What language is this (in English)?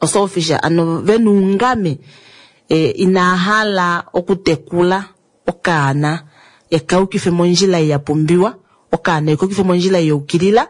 Kuanyama